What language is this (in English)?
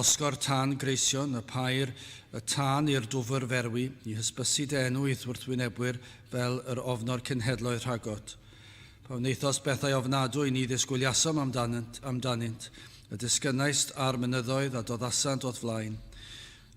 Welsh